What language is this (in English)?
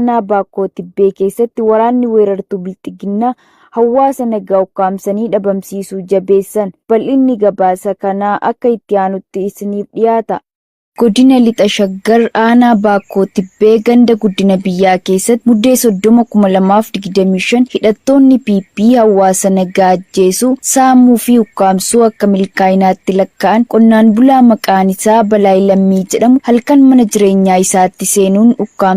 Oromo